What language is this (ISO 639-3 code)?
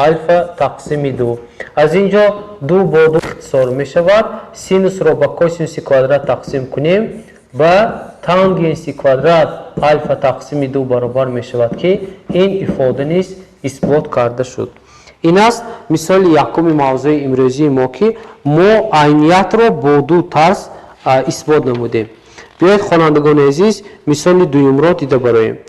tgk